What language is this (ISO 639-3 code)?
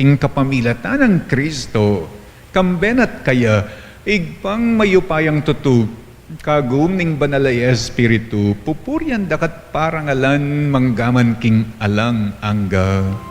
pam